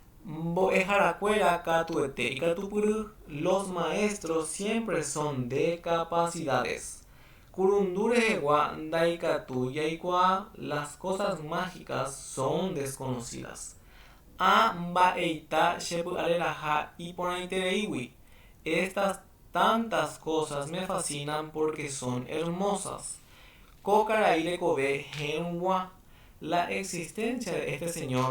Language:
Guarani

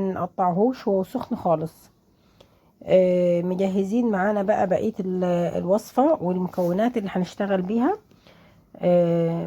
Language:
Egyptian Arabic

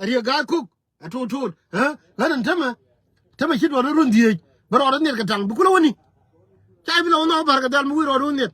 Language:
Nuer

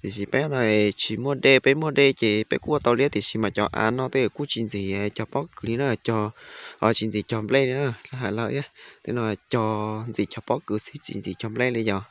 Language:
Hmong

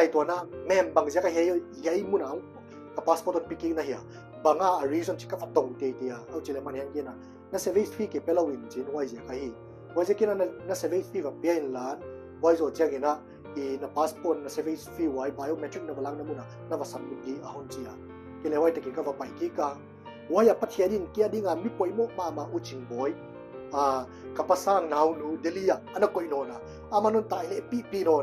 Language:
Paite Chin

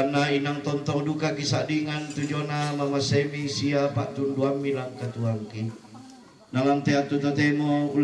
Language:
Toraja-Sa'dan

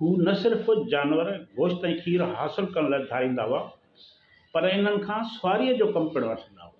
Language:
Sindhi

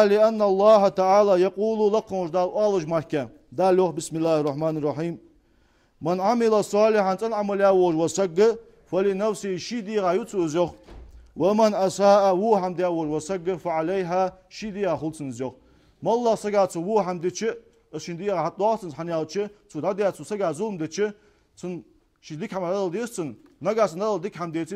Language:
Ingush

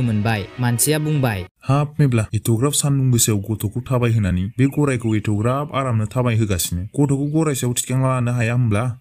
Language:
Bodo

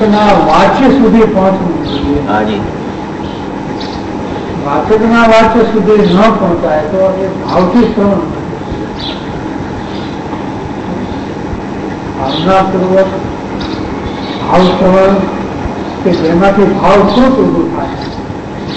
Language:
Gujarati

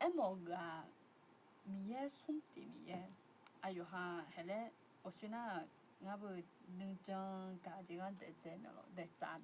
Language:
Akha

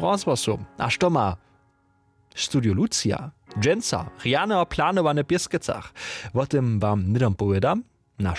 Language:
Upper Sorbian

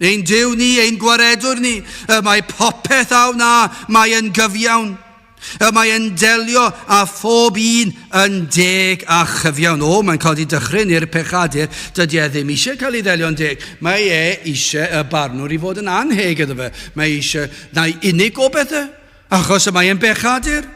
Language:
Welsh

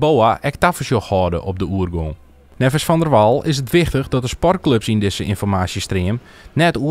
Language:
Western Frisian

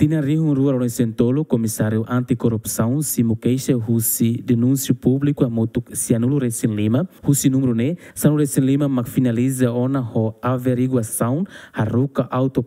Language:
Tetum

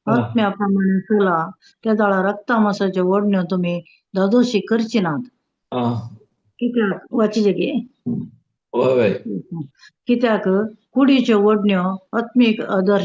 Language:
Konkani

